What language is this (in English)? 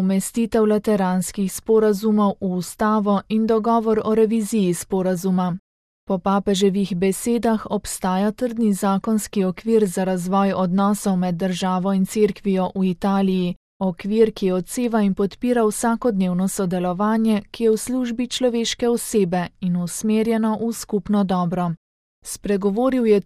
Slovenian